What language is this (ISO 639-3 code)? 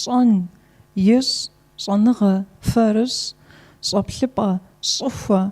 kbd